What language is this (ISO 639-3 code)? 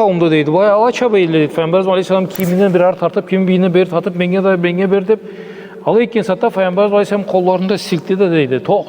krc